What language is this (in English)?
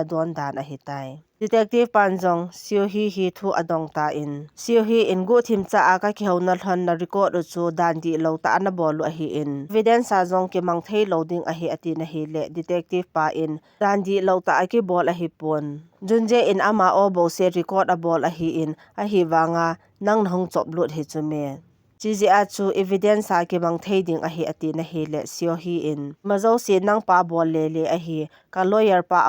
Thado Chin